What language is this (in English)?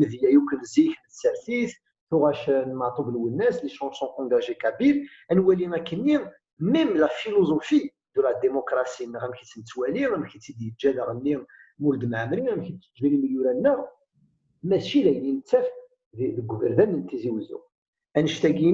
Kabyle